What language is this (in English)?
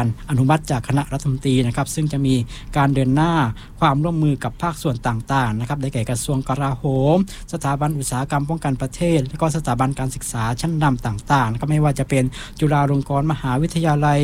Thai